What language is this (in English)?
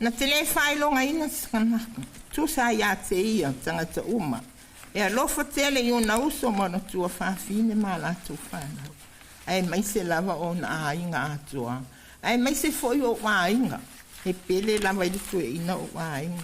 Samoan